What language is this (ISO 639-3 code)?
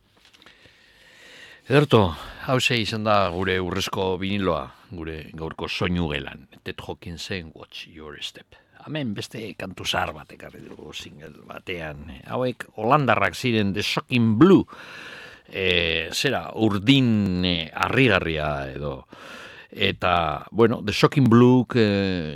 eus